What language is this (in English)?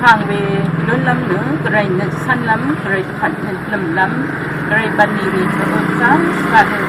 Rawang